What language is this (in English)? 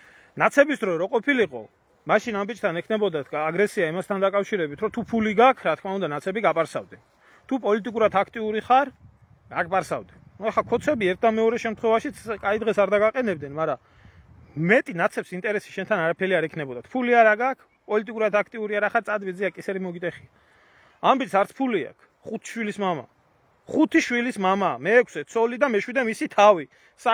Georgian